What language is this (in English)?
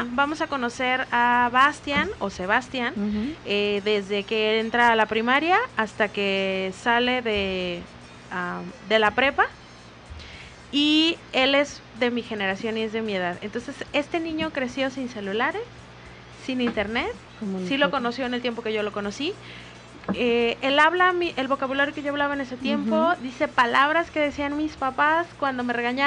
Spanish